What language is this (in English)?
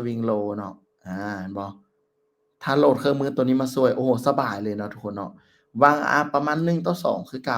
Lao